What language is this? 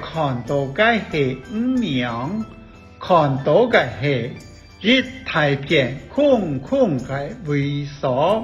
Hakka Chinese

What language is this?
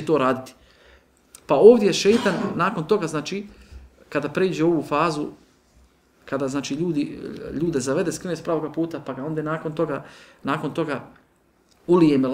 Bosnian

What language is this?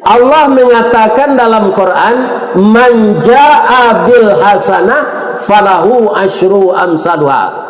Minangkabau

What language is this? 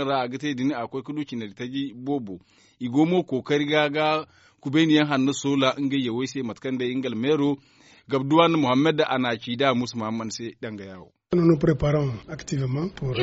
Zarma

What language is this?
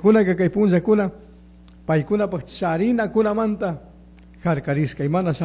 Chimborazo Highland Quichua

